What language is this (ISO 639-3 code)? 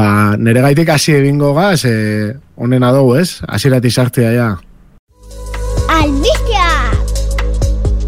eus